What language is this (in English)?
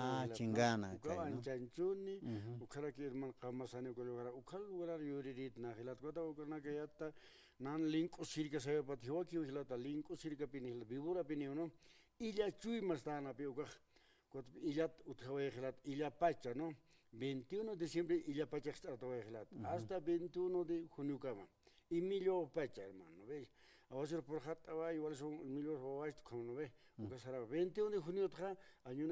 Aymara